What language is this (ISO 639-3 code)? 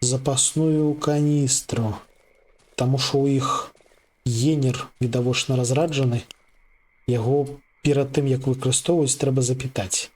bel